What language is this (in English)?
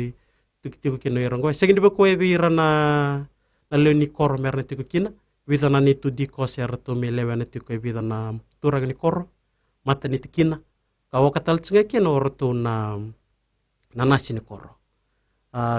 Fijian